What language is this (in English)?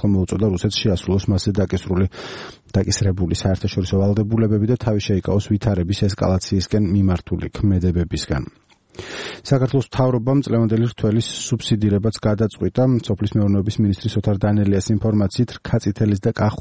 Georgian